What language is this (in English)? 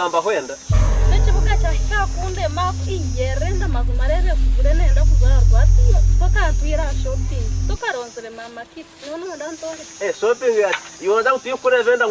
Nyankole